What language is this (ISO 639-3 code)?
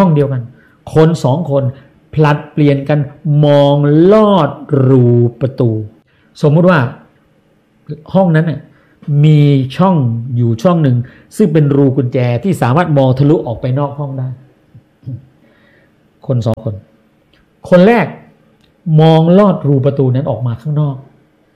tha